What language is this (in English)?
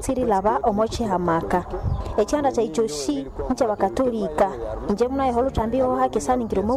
Nande